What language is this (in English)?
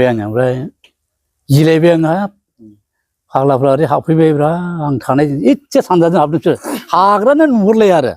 Bodo